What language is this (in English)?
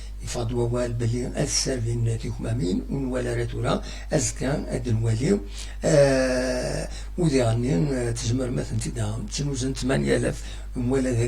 Kabyle